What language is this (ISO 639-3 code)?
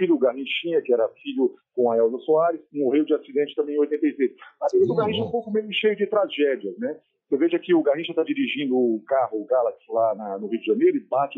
por